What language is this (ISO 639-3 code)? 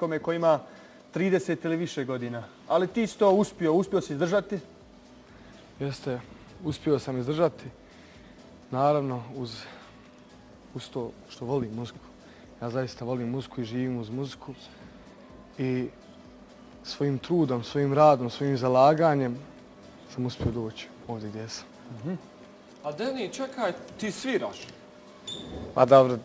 bos